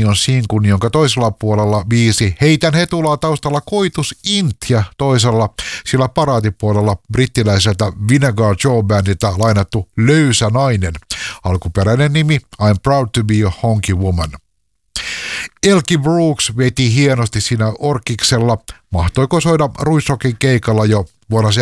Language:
Finnish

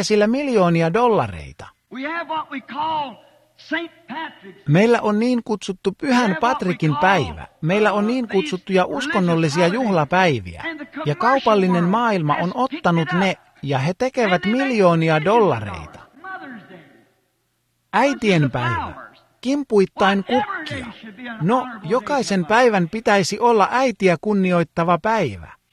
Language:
Finnish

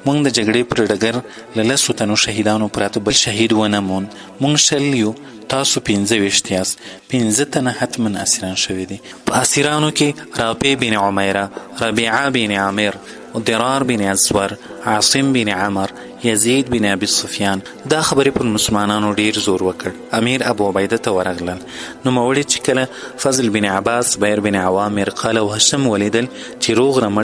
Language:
Pashto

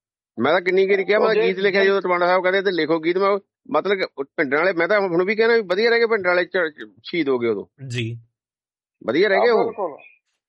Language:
Punjabi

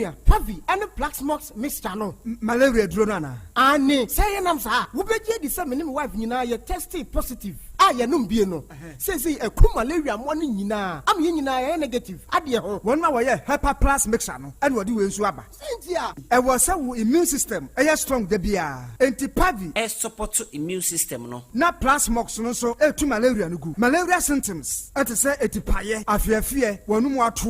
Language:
Akan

